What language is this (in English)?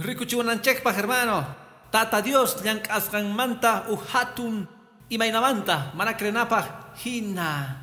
Quechua